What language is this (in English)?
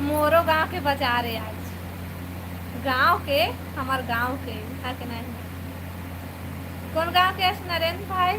Chhattisgarhi